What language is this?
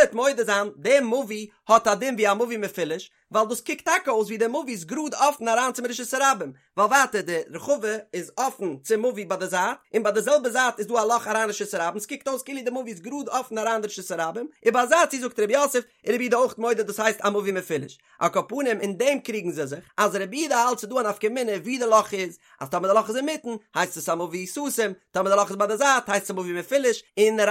Yiddish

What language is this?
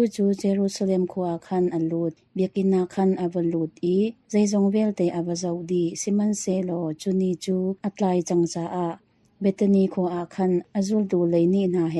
Hakha Chin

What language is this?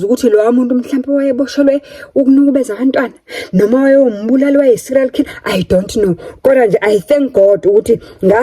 Zulu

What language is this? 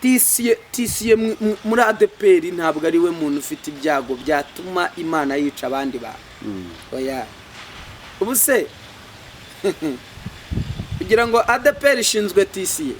Kinyarwanda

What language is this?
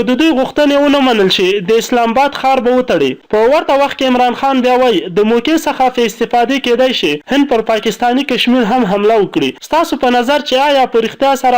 Pashto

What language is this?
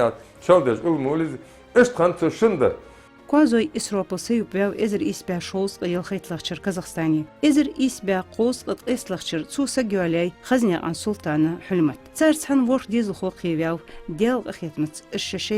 Ingush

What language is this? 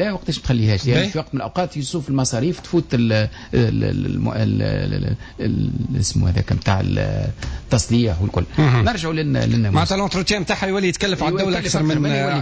Tunisian Arabic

